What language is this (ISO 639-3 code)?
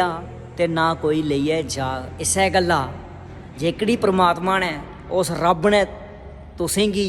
doi